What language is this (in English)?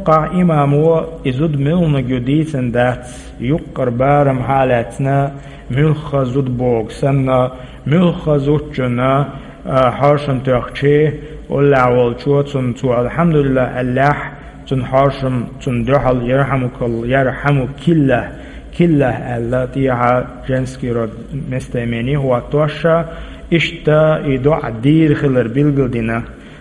Chechen